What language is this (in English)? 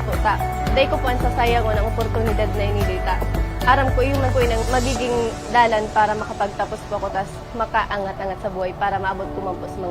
Bikol